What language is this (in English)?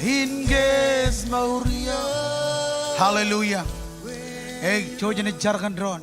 Marshallese